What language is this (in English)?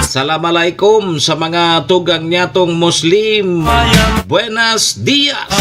Bikol